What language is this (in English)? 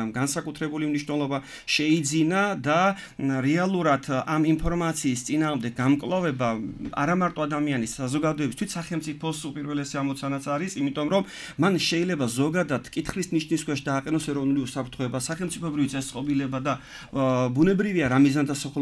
Georgian